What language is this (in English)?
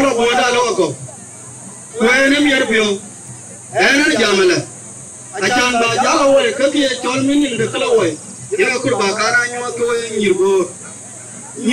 Dinka